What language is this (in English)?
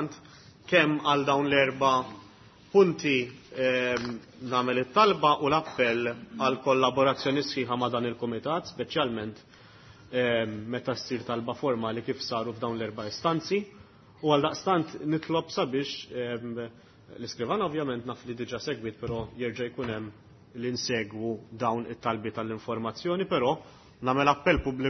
Maltese